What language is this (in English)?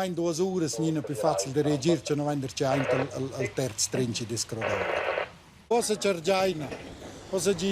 Romansh